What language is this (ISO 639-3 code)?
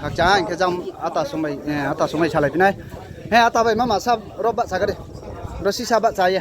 ria